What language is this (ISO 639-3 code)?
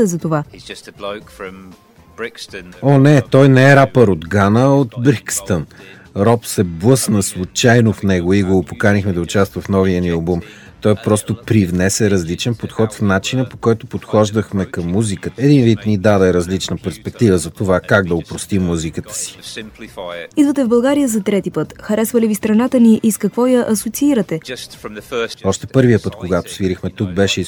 bul